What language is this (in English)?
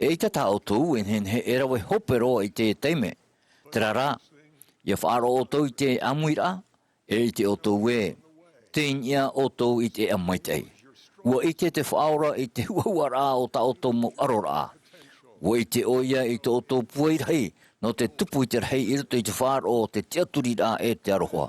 Tahitian